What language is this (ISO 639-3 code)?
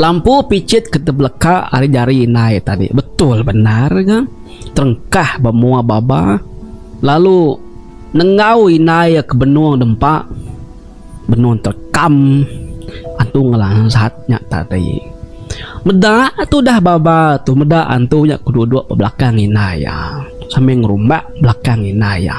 iba